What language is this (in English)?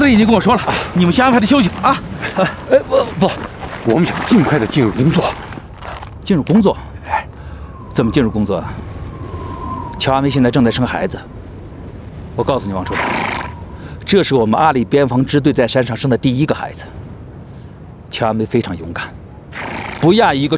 Chinese